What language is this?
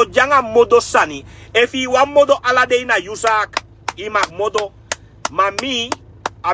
Sranan Tongo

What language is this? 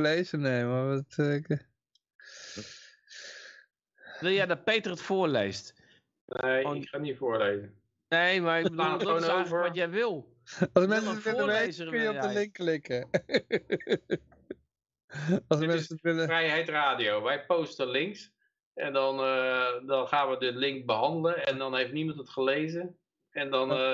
Dutch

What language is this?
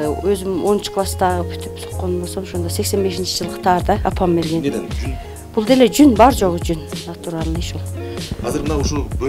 Kyrgyz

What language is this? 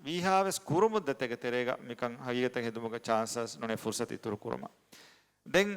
Divehi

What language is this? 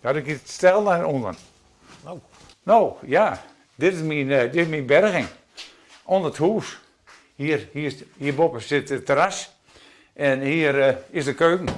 Western Frisian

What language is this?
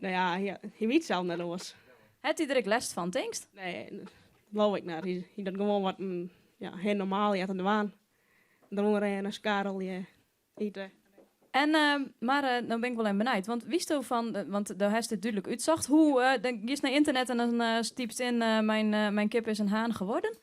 Western Frisian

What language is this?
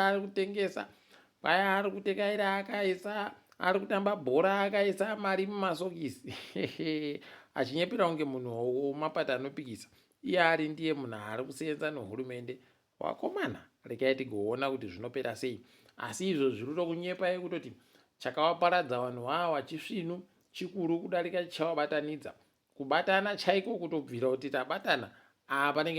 Ndau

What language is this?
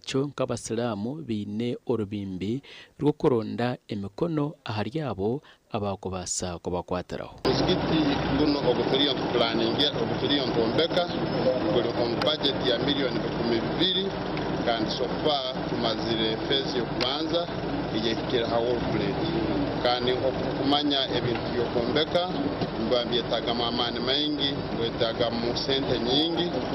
Nyankole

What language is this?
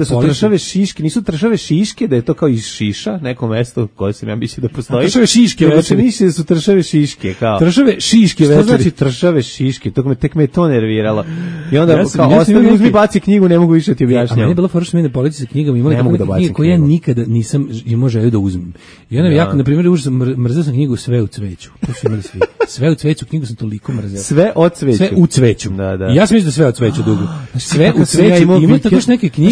Serbian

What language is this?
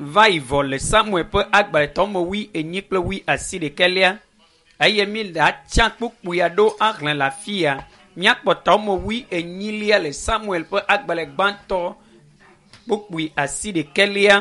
Ewe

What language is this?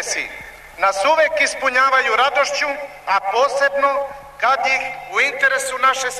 Serbian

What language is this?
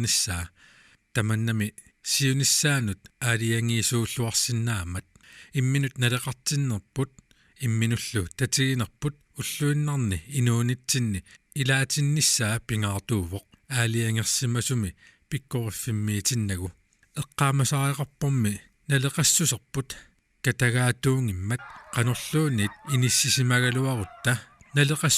Kalaallisut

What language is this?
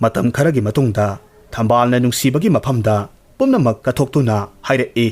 Manipuri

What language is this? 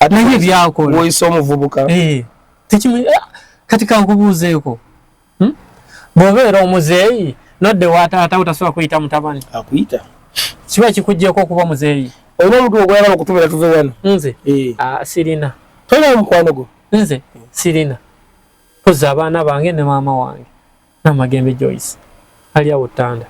Ganda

